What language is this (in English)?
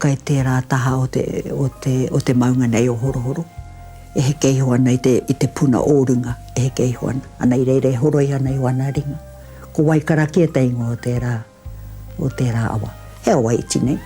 Māori